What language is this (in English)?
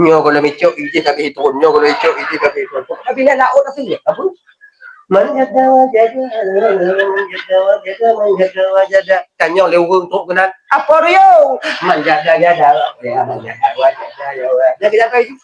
Achinese